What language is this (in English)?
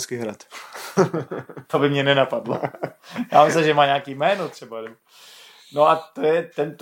Czech